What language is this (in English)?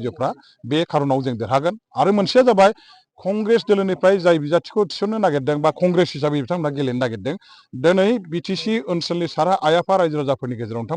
Bodo